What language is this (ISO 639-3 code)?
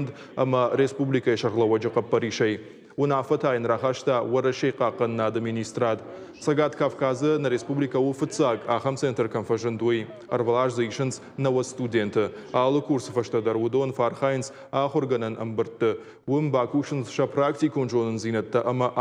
oss